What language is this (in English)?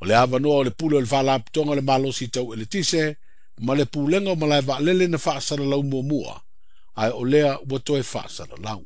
Samoan